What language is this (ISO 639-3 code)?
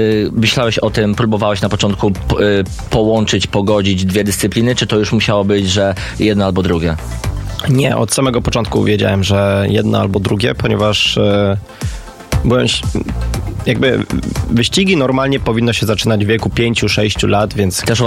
pol